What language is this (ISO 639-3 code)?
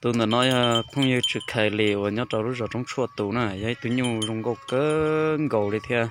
hmn